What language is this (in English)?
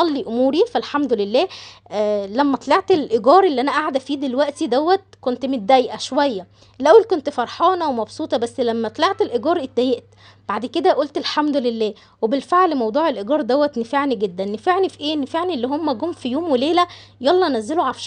Egyptian Arabic